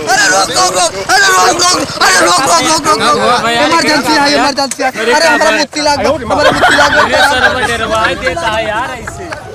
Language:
Awadhi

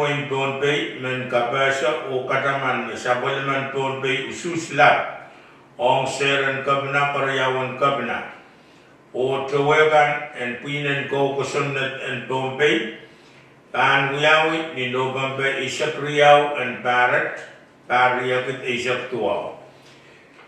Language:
Pohnpeian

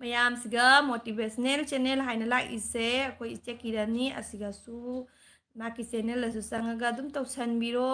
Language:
Manipuri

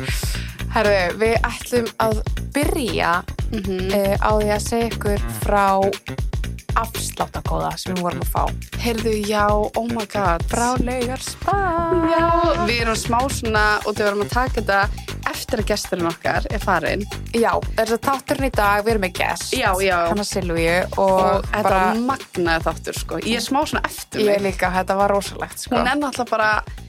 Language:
Icelandic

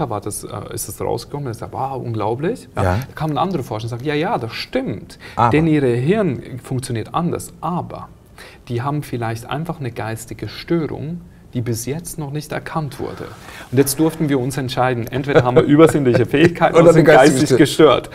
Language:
German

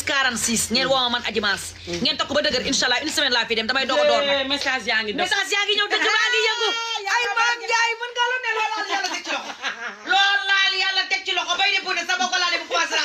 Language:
Wolof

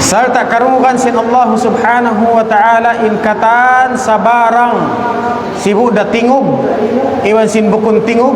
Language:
Tausug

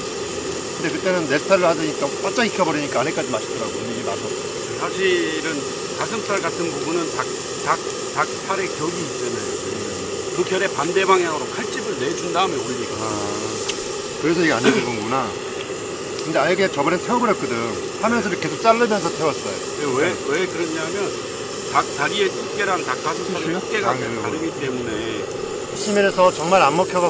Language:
Korean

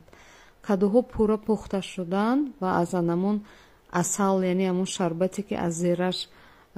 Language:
Tajik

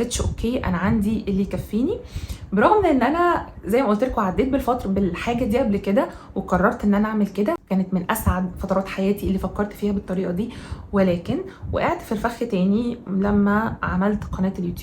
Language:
Egyptian Arabic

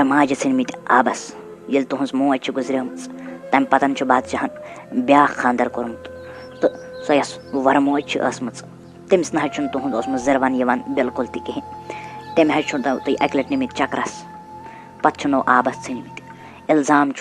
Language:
Kashmiri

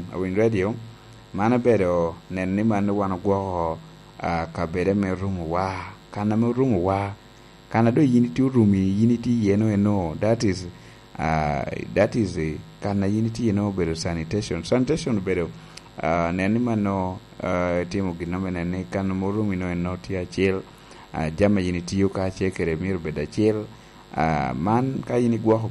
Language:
Lango (Uganda)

